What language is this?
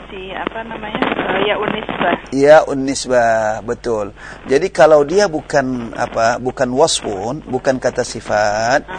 Indonesian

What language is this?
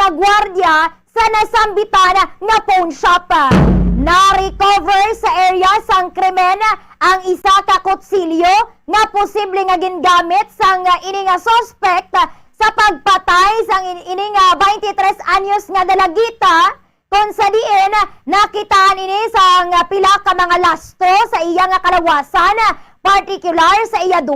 Hiligaynon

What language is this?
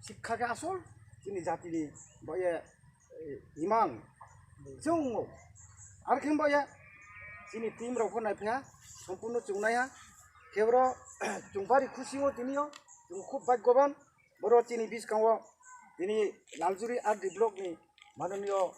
Riang (India)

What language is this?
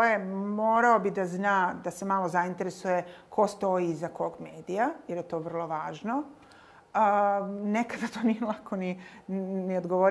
Serbian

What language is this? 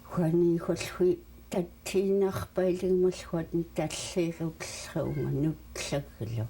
Central Yupik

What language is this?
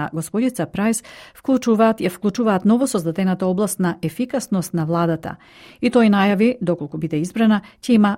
Macedonian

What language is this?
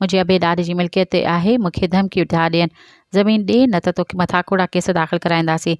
Sindhi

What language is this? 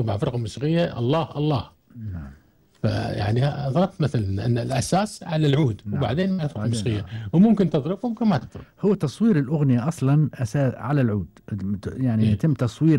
Gulf Arabic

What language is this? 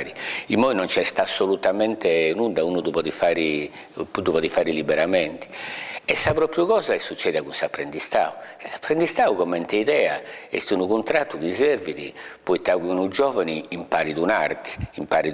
Sardinian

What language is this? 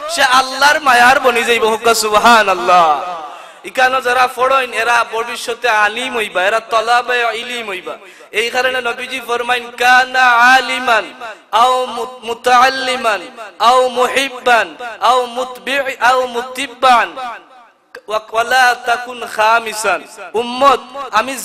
Sylheti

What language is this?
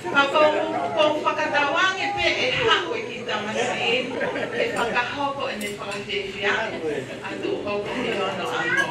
Tongan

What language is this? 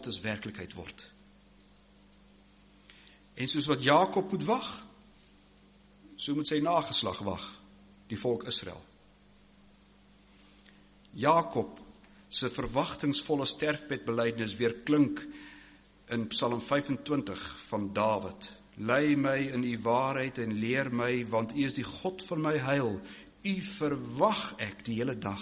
Afrikaans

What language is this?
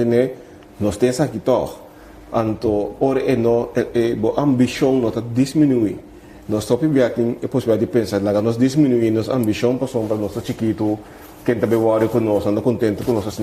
Papiamento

